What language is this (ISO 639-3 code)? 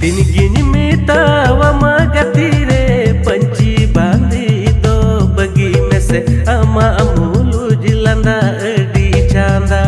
sat